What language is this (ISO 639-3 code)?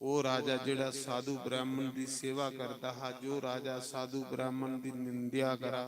doi